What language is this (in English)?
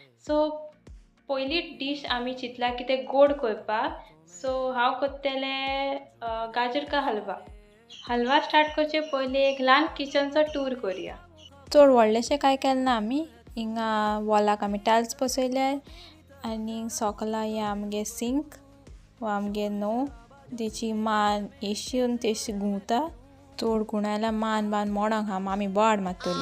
Konkani